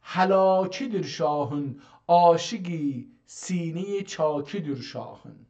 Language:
South Azerbaijani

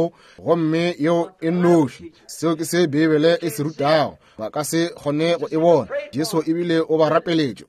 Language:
Northern Sotho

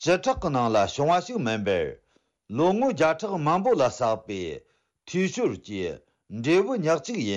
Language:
Tibetan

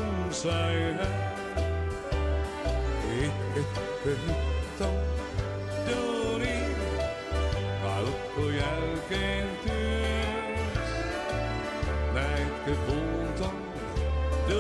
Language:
Finnish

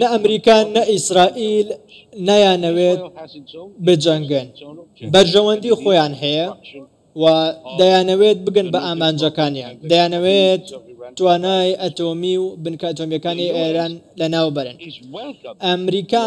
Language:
Central Kurdish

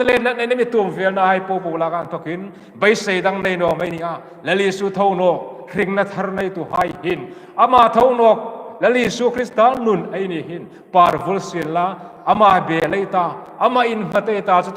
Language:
Hmar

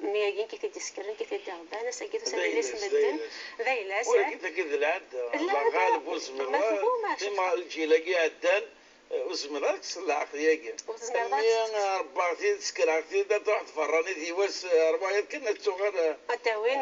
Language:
Moroccan Arabic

